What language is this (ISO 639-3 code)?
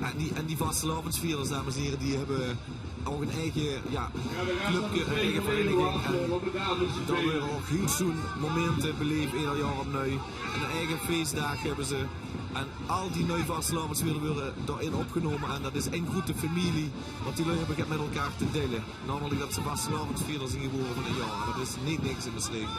lim